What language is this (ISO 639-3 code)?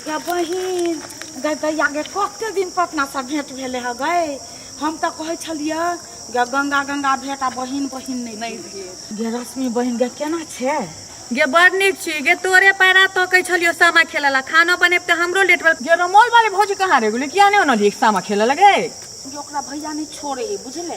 mai